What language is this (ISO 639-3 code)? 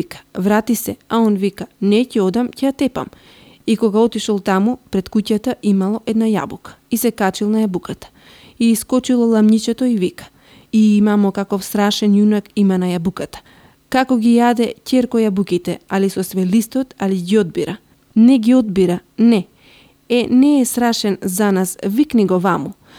mkd